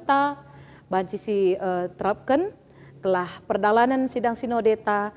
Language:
Batak Karo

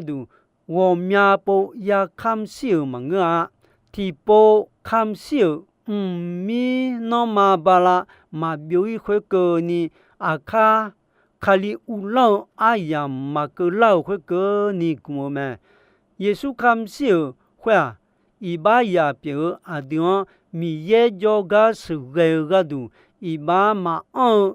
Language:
Akha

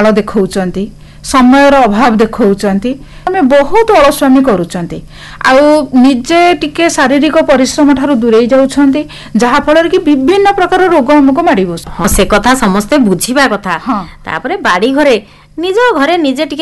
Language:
Odia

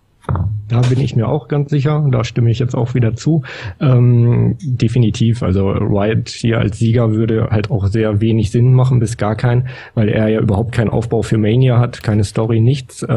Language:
German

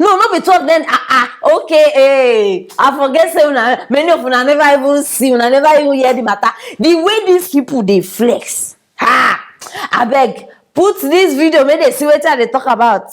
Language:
Nigerian Pidgin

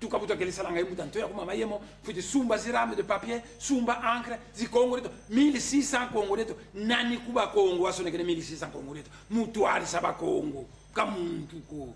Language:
Kongo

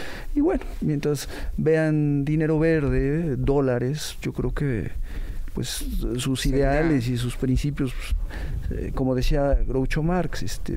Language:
Spanish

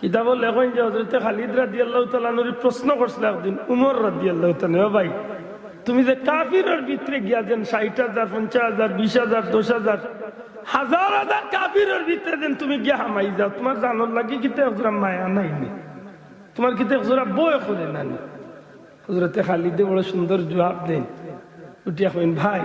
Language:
Sylheti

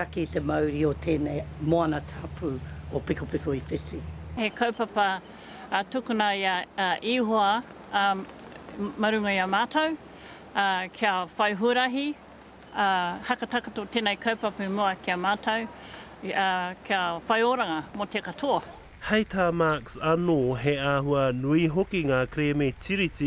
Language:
Māori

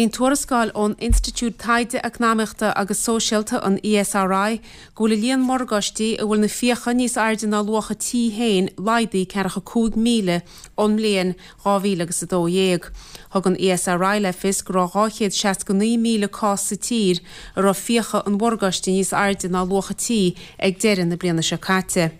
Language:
Irish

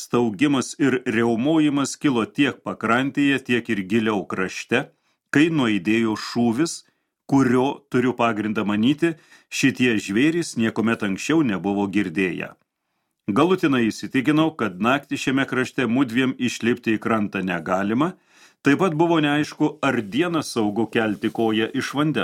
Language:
Lithuanian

